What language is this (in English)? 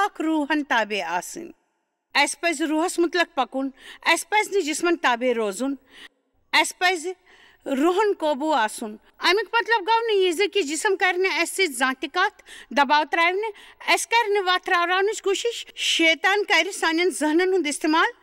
Kashmiri